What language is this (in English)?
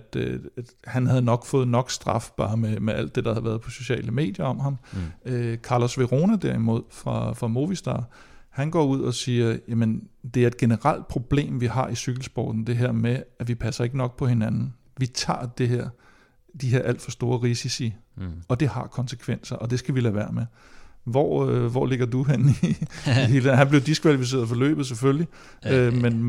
Danish